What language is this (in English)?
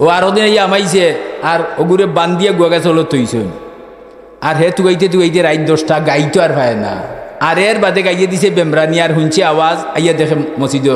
Sylheti